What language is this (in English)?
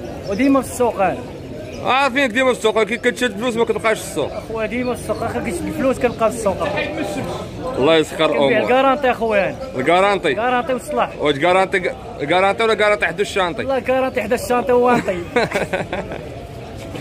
Moroccan Arabic